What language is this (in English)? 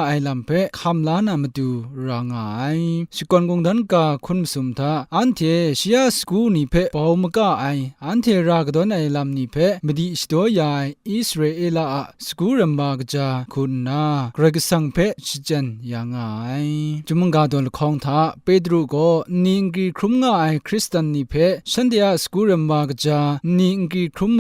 Kachin